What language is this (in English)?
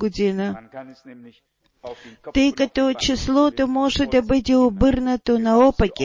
Bulgarian